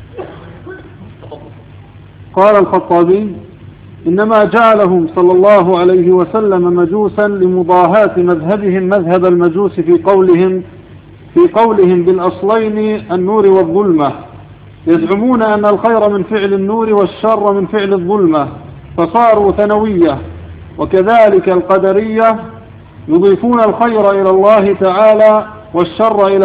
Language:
Arabic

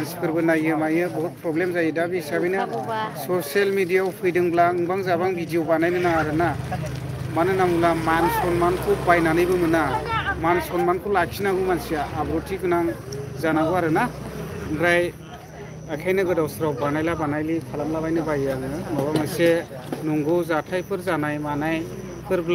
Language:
Bodo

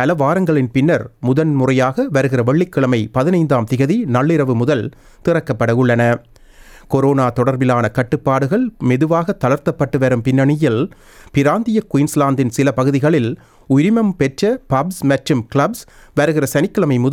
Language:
Tamil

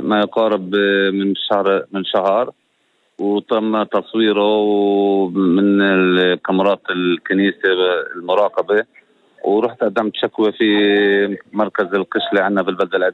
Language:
North Levantine Arabic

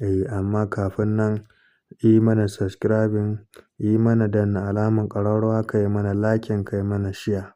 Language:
Hausa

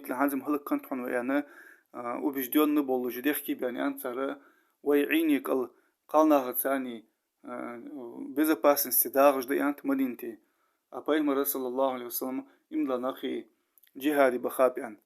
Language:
Ingush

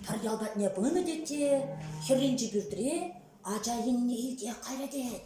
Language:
Chuvash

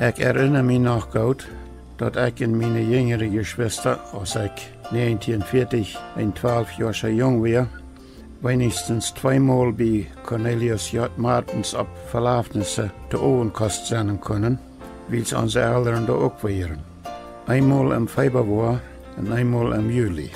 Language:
Plautdietsch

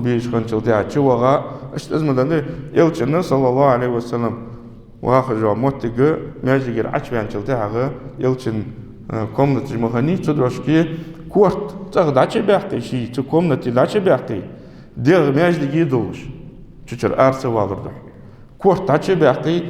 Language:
Ingush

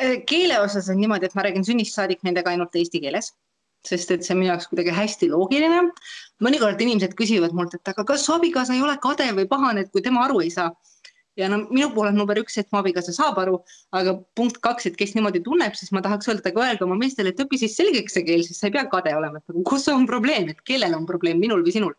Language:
Estonian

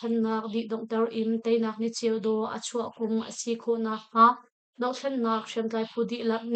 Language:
Hakha Chin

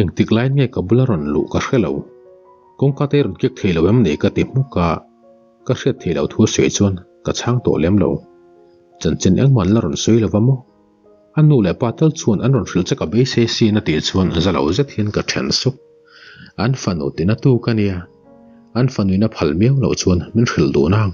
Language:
Mizo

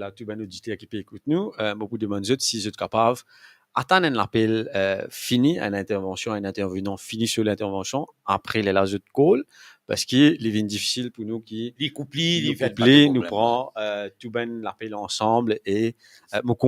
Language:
Morisyen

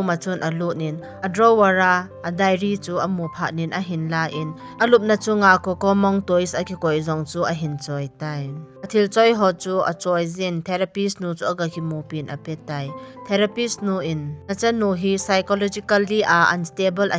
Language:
Thado Chin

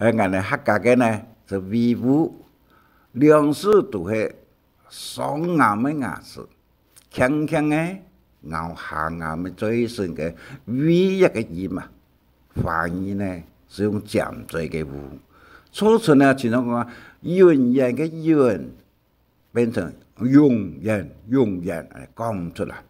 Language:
Hakka Chinese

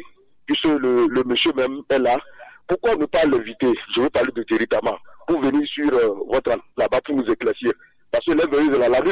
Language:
French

